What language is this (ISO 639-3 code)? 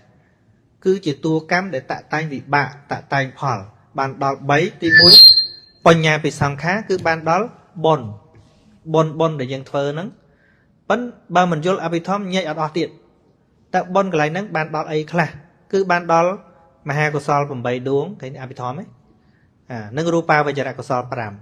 khm